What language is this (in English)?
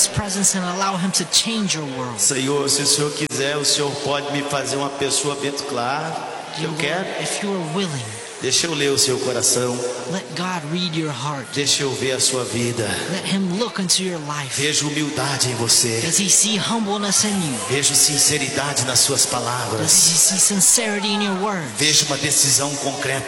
Portuguese